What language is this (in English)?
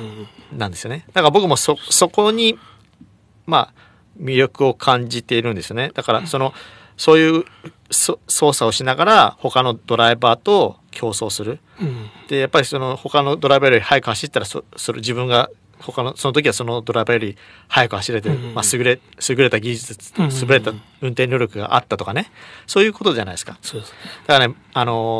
Japanese